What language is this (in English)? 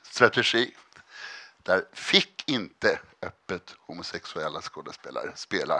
Swedish